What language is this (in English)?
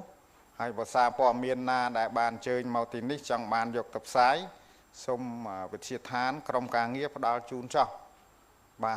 Khmer